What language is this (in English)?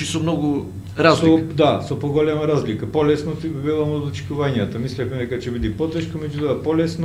Macedonian